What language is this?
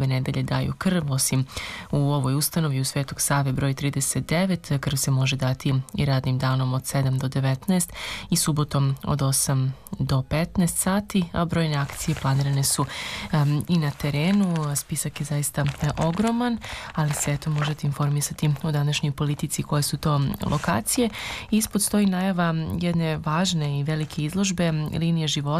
Serbian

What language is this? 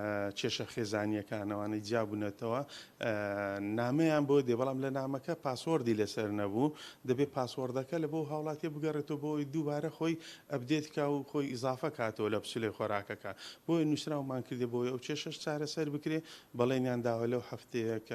Central Kurdish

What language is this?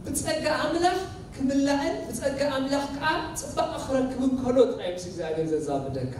Tigrinya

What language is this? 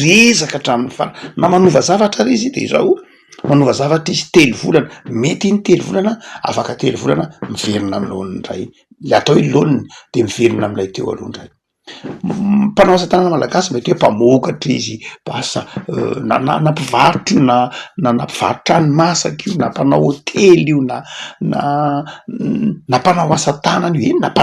Malagasy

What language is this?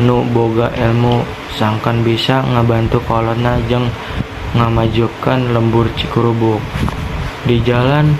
Sundanese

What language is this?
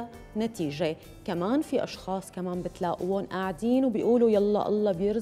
North Levantine Arabic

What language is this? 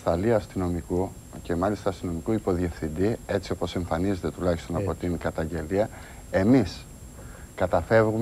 Greek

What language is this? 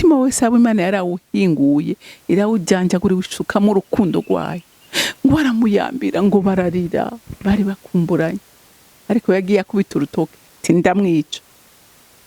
Rundi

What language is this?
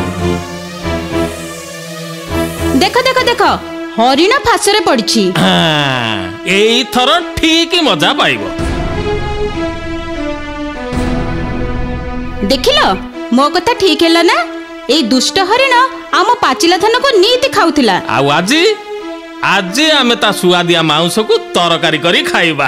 Odia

